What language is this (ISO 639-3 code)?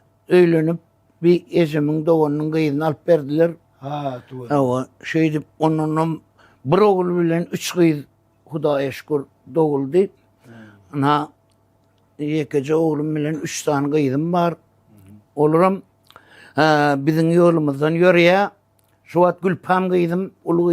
tuk